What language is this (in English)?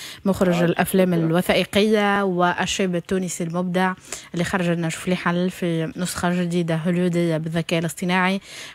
Tunisian Arabic